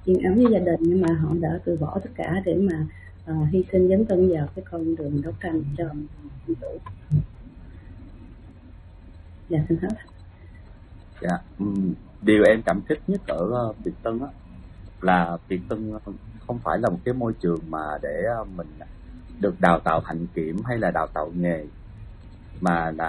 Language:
Vietnamese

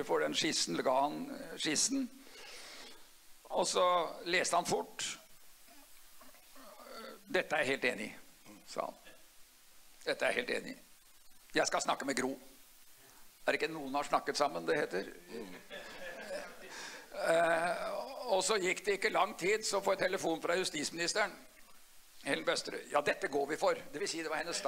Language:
Norwegian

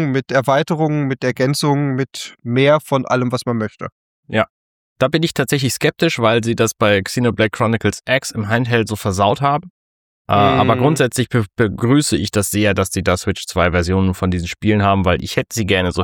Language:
German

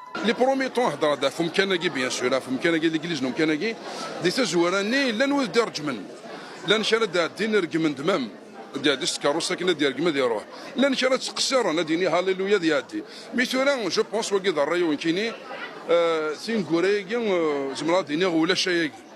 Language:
Kabyle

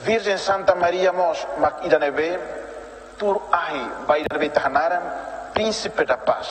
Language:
Tetum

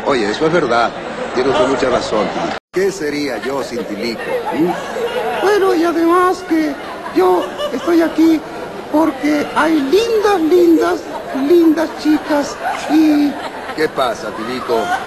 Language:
Spanish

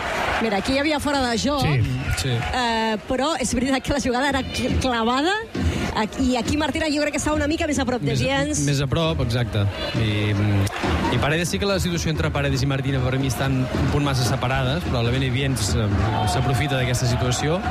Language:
Catalan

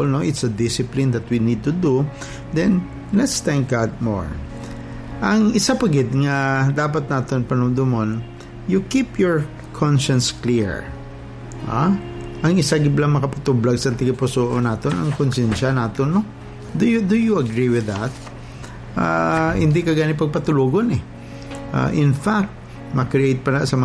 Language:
Hiligaynon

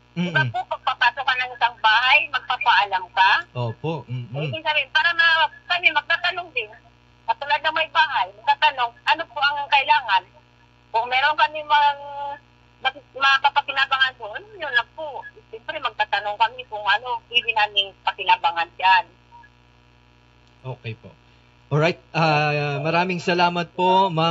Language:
Filipino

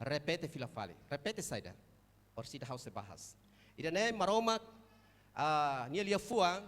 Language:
Tetum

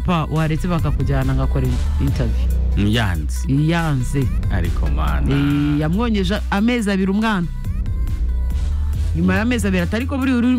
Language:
Kinyarwanda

